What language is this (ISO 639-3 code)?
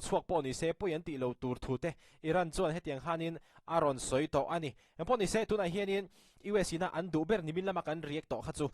lus